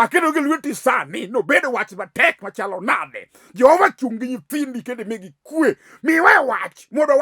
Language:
Luo (Kenya and Tanzania)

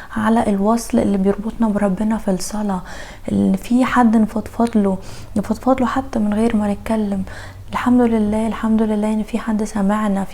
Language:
Egyptian Arabic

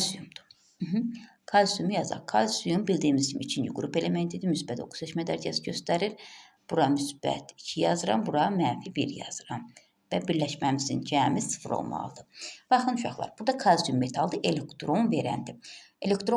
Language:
Azerbaijani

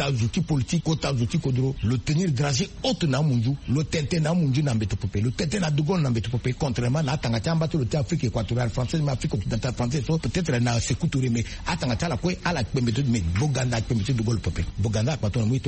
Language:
Sango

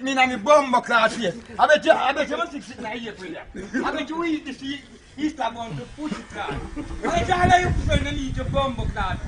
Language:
Jamaican Creole English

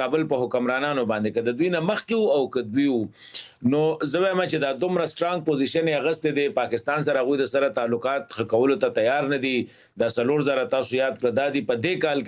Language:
Pashto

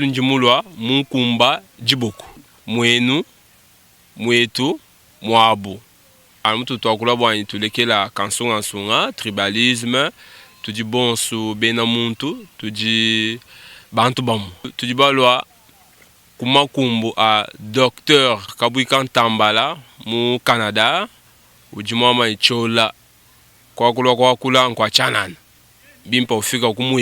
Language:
Luba-Lulua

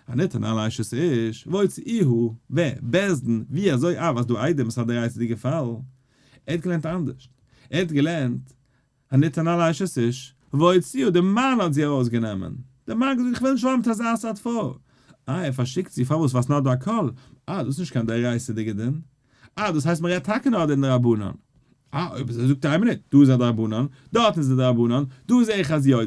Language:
Yiddish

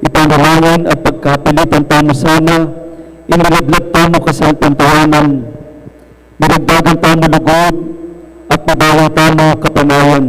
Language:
Pampanga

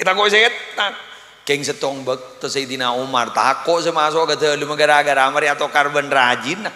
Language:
Madurese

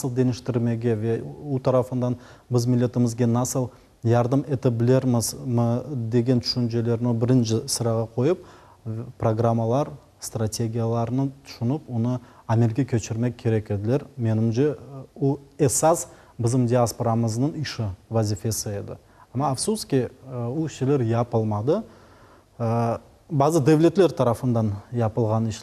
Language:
Crimean Tatar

